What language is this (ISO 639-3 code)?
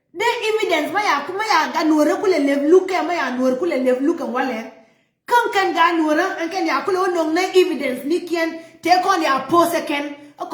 nus